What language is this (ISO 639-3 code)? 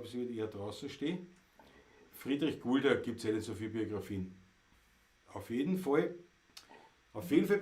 bar